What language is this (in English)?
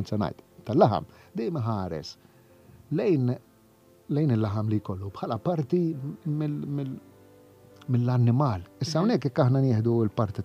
Maltese